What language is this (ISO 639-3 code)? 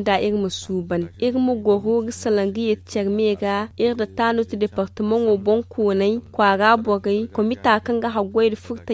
dje